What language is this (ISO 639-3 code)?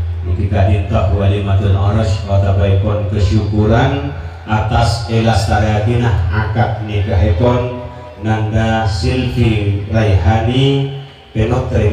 mad